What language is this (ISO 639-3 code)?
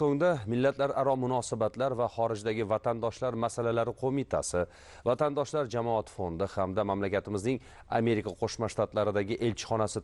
uzb